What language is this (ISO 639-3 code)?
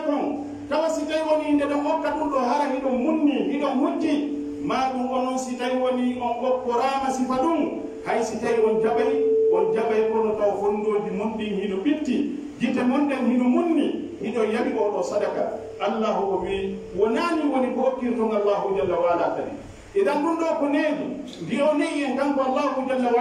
fuf